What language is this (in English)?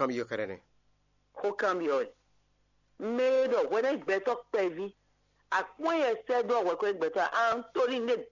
Fon